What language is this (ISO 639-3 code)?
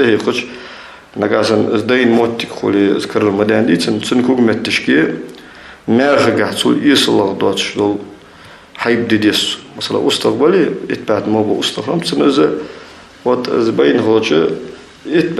inh